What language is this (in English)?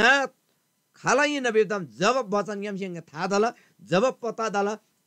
Eastern Tamang